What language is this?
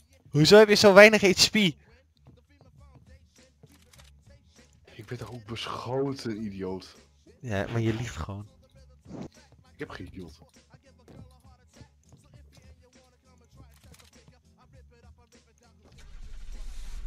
Dutch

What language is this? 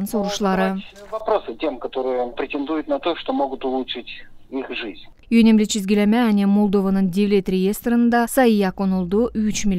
Gagauz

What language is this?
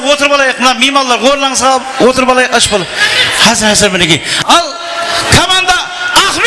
Kara-Kalpak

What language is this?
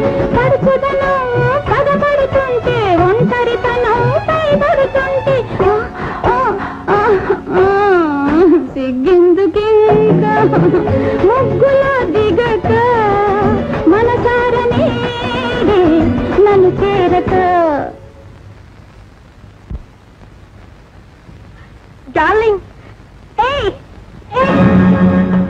Telugu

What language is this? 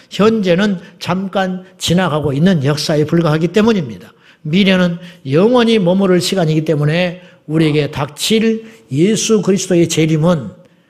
Korean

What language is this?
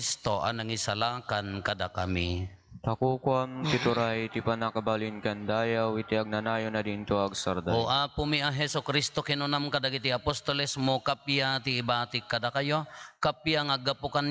Iloko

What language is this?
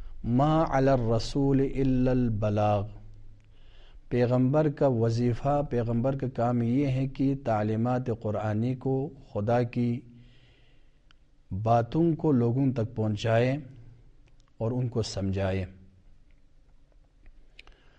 Urdu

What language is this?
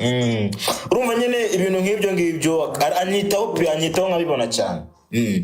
Kinyarwanda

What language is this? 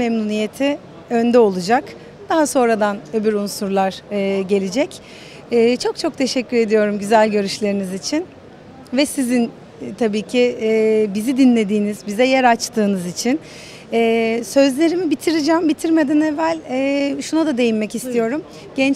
Turkish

